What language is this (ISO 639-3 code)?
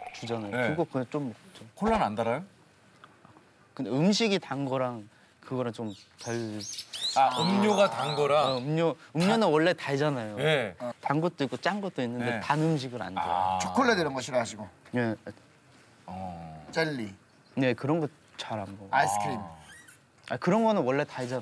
kor